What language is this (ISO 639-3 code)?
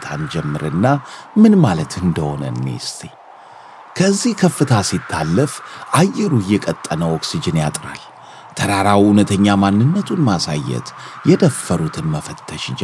amh